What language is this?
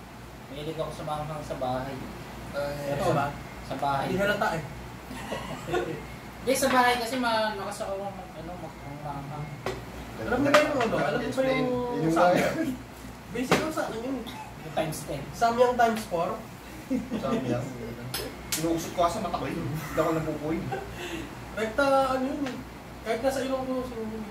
Filipino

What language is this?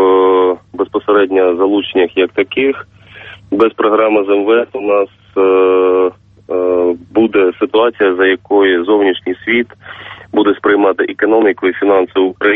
Ukrainian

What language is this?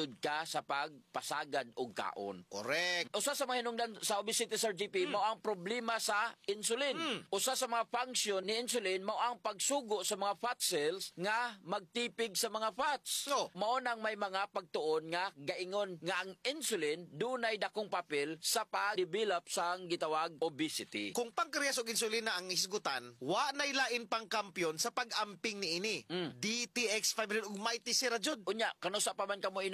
Cebuano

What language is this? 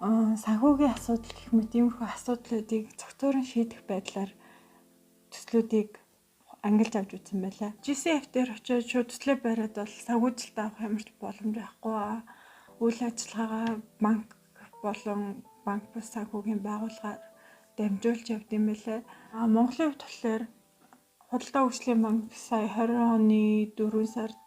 Mongolian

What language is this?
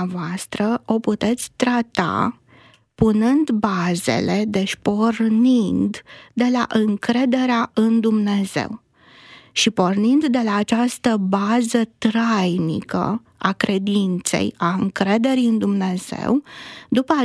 Romanian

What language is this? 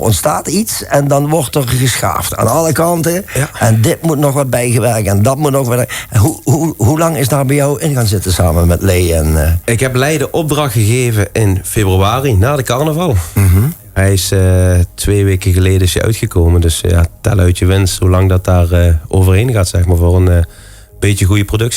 Limburgish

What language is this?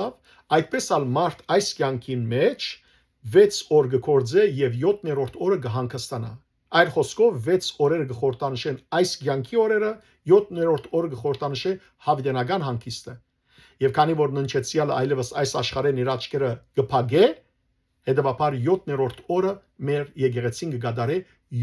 Western Armenian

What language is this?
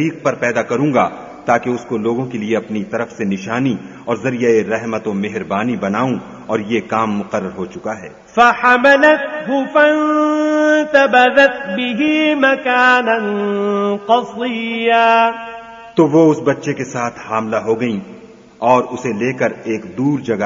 Urdu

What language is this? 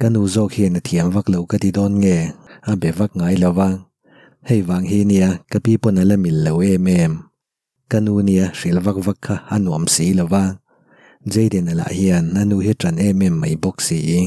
Mizo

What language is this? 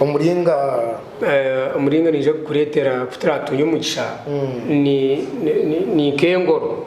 Nyankole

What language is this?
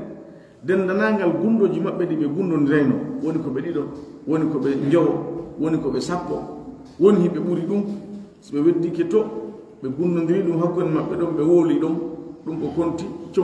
Pular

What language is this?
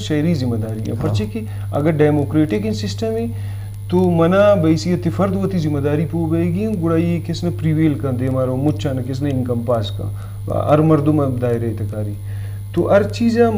Eastern Balochi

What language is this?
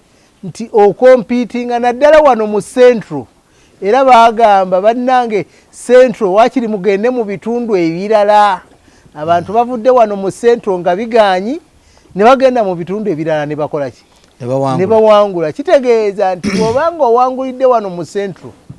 Ganda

